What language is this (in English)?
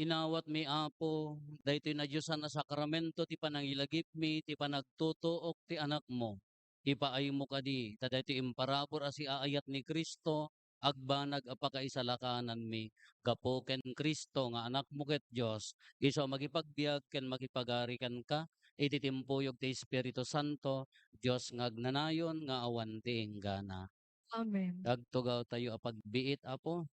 Iloko